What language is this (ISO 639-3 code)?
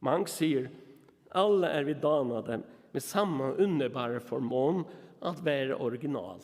fao